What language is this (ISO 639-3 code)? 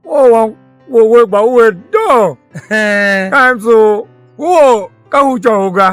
tiv